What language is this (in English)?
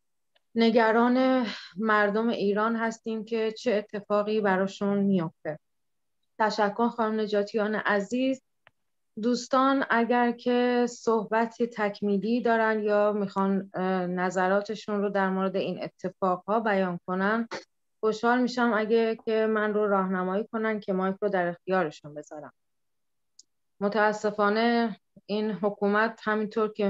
Persian